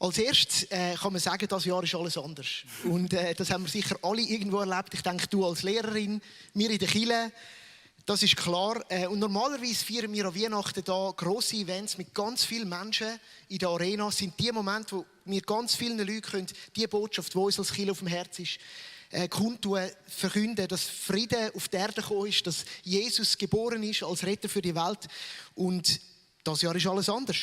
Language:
Swiss German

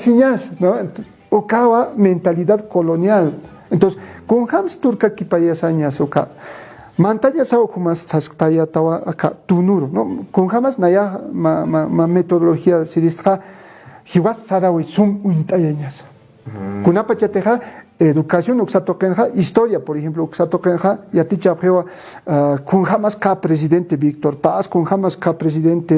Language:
Aymara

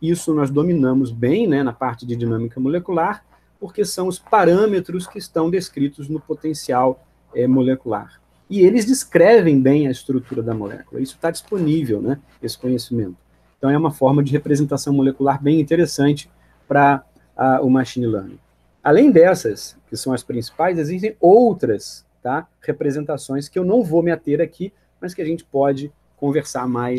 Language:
Portuguese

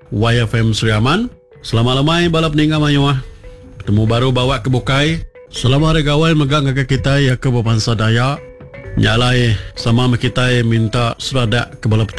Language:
Iban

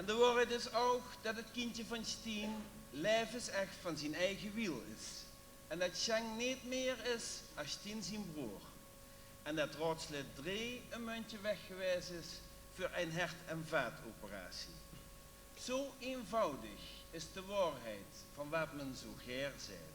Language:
Limburgish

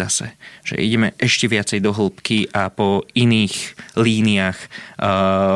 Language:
Slovak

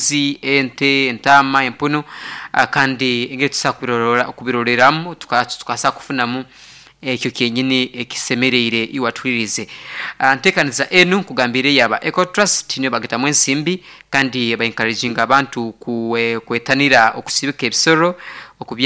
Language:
Nyankole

